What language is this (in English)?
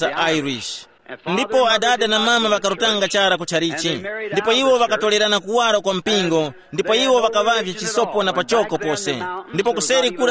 Tumbuka